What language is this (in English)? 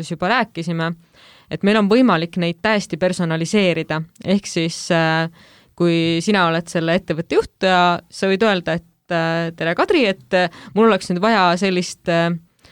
Estonian